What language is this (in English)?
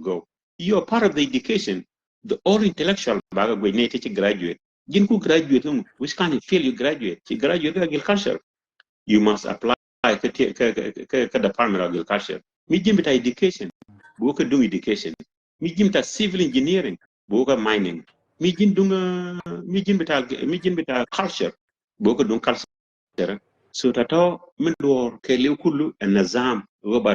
Nuer